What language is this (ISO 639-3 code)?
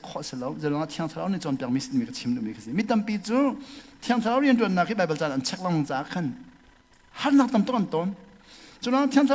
cnh